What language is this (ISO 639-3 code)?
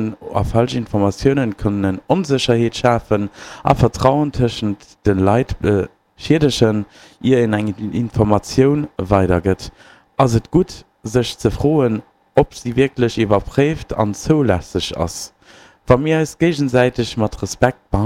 ltz